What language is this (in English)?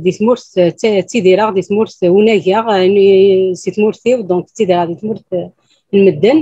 Kabyle